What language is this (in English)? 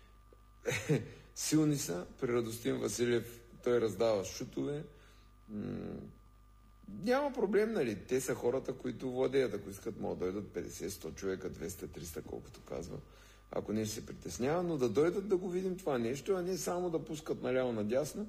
Bulgarian